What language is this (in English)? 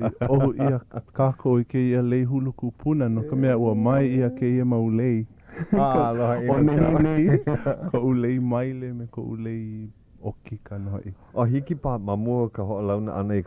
Hawaiian